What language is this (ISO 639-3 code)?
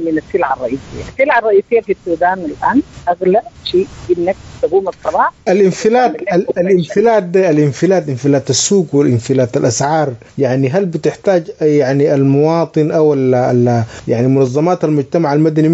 apd